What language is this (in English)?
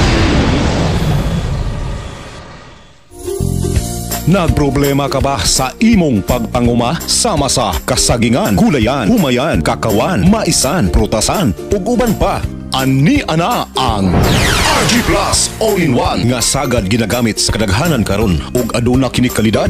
Cebuano